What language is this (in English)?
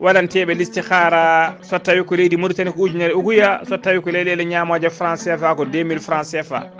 Fula